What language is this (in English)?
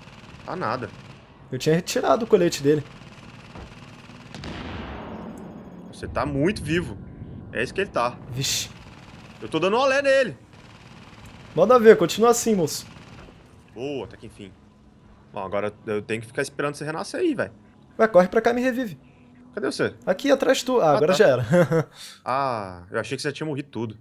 Portuguese